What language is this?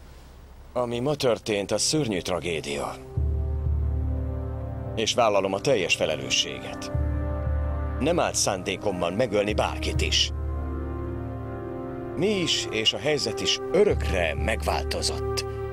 Hungarian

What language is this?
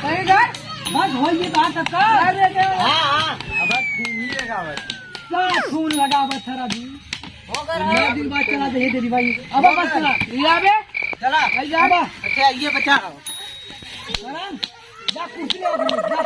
Awadhi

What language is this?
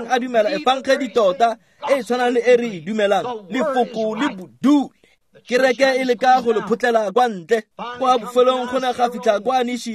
Tswana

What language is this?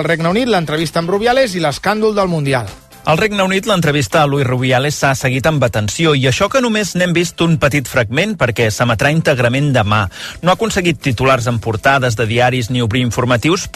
Catalan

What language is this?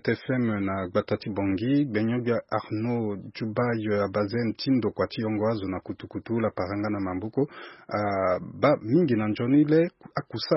Sango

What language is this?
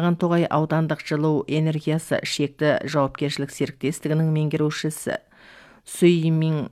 Kazakh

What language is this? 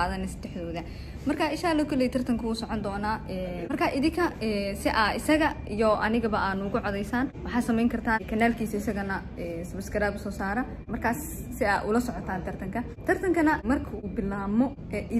Somali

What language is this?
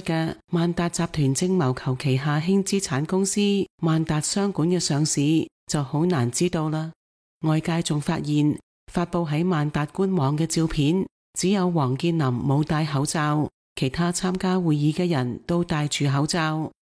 Cantonese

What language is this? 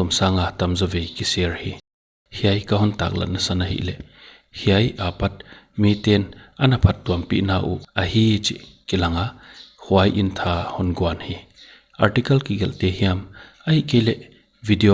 Paite Chin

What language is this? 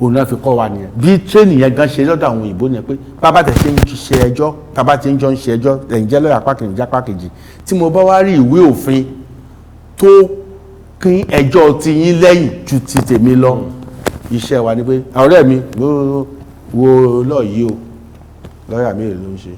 Yoruba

